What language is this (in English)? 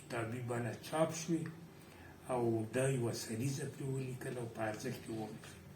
Pashto